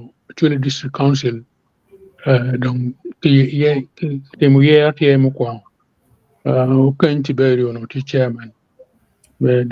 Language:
Acoli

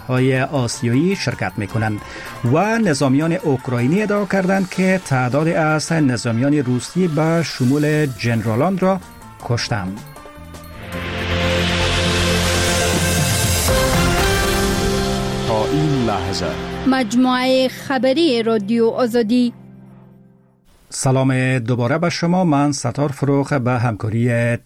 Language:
Persian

